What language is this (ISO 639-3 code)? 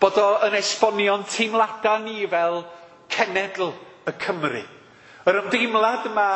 cym